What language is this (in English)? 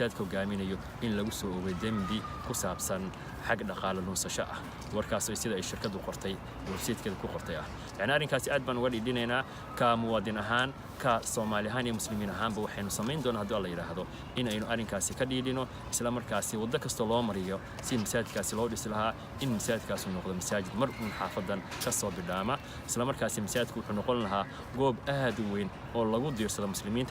Somali